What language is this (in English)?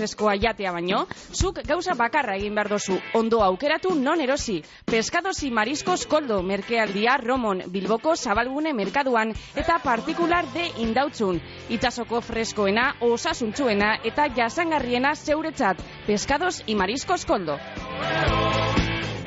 Basque